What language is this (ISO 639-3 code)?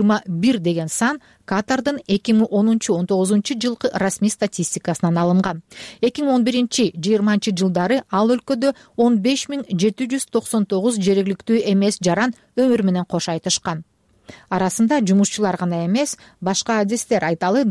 kir